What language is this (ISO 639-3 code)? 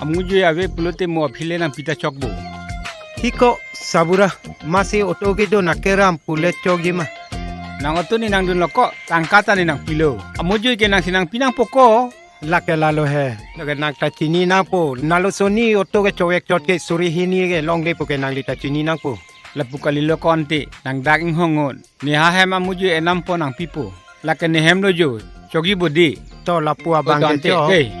mjw